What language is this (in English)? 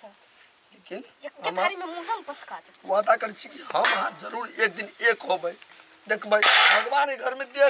Maithili